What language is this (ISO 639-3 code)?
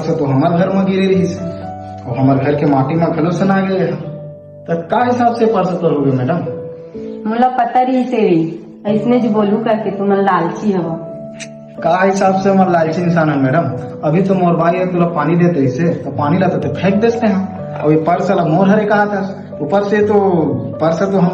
hne